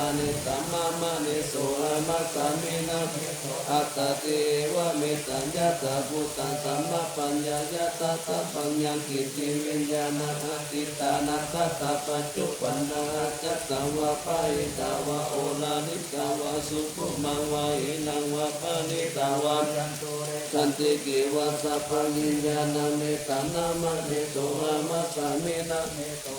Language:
Pali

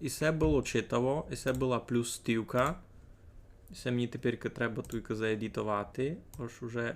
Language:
Rusyn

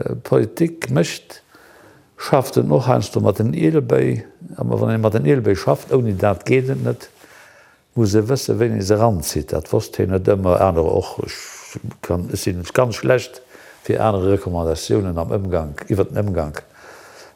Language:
Luxembourgish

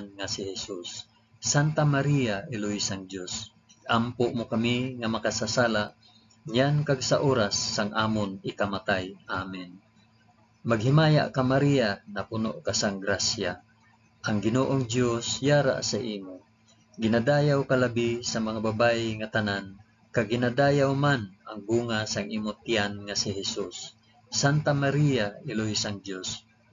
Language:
Hiligaynon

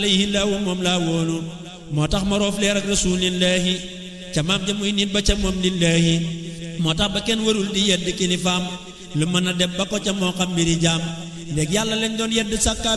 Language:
Wolof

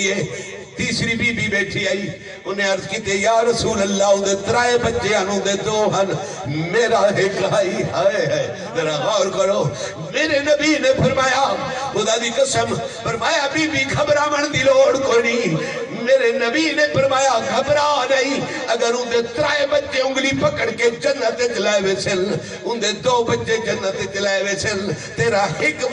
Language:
Saraiki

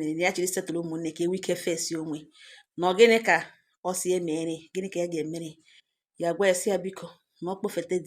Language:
Igbo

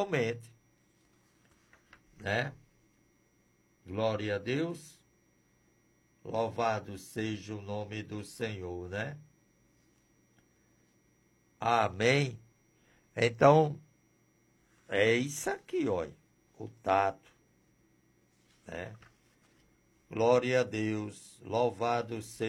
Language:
Portuguese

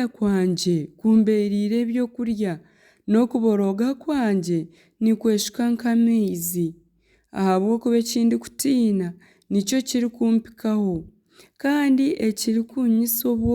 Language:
Nyankole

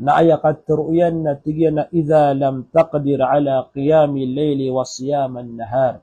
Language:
Maranao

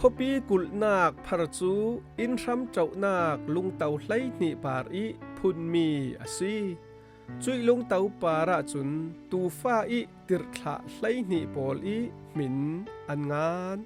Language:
Falam Chin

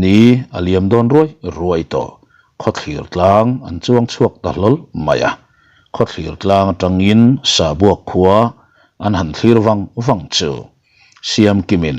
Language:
Mizo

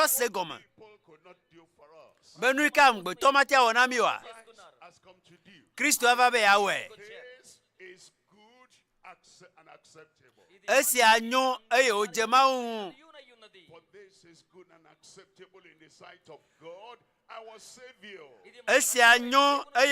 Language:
Ewe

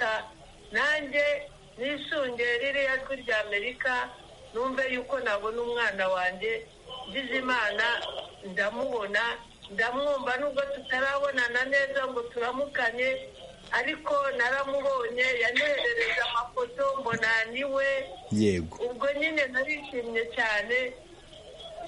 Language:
Kinyarwanda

